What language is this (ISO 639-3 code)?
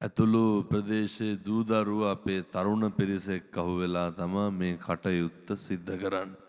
sin